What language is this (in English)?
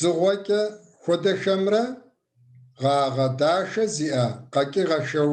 Kabardian